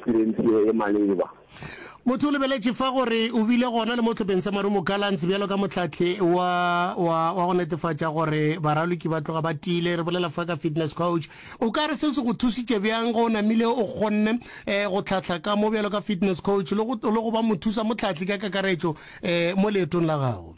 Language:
Northern Sotho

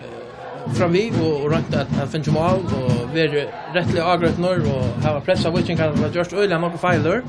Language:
Faroese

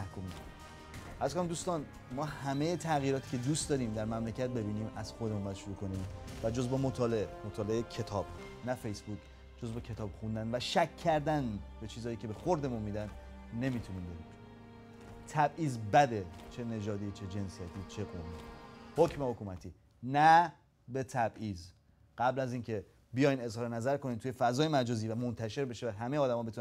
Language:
Persian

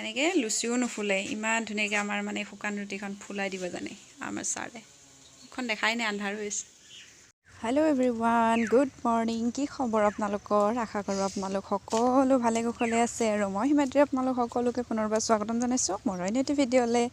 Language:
Assamese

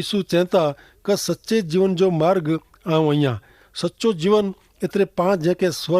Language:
Kachhi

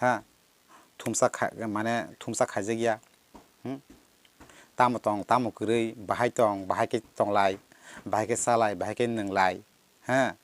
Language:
Kok Borok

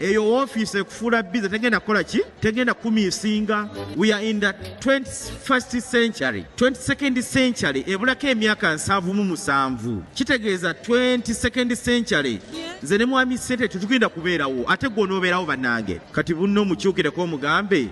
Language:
Ganda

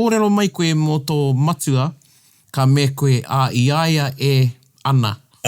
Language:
Māori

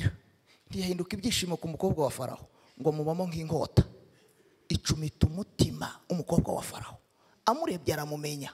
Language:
Kinyarwanda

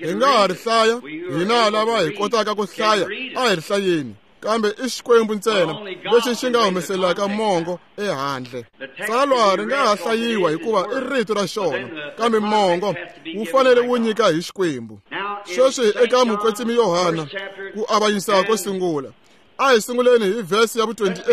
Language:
Tsonga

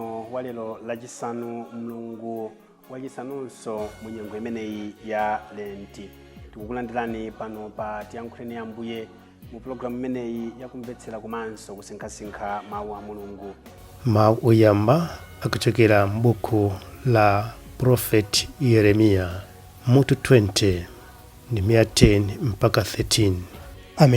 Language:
Nyanja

